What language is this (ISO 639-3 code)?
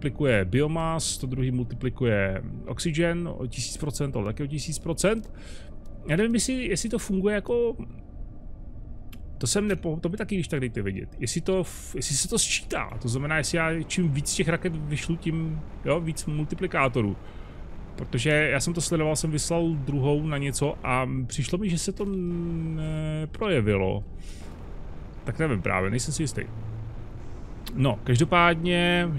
ces